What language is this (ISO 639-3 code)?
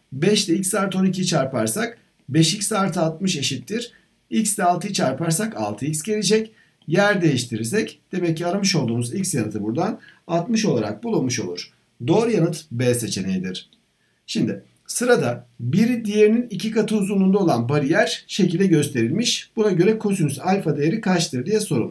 tur